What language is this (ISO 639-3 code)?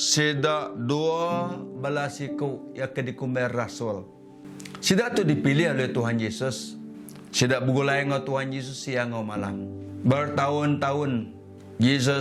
iba